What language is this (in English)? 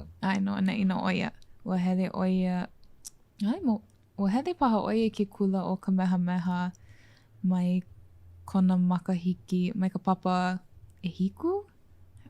Hawaiian